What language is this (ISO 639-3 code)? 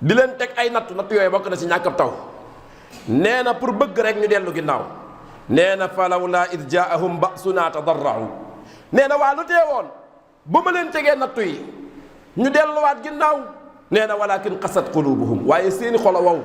wol